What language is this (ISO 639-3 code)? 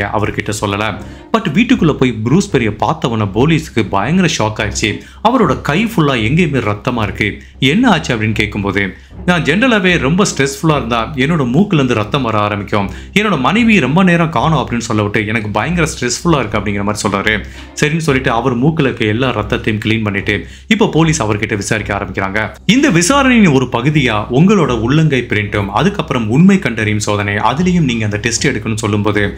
tam